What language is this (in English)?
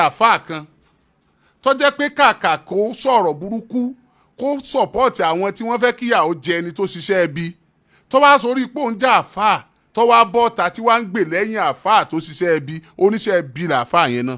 Yoruba